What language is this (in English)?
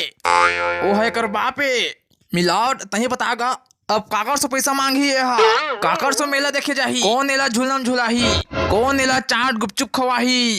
Chhattisgarhi